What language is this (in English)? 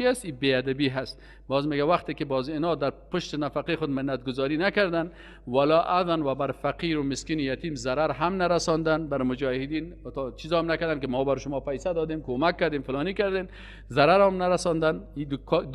Persian